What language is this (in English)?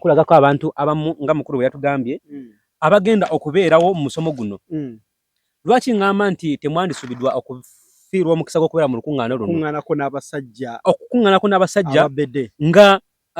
Ganda